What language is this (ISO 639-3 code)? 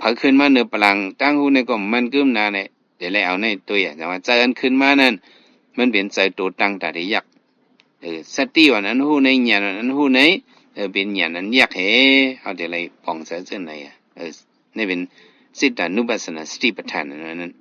shn